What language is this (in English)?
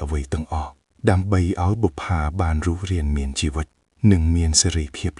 Khmer